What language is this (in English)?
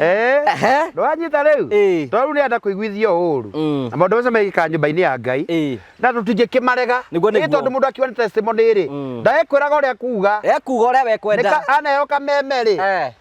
Kikuyu